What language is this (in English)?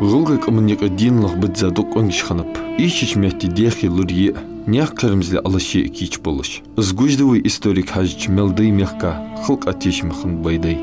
Ingush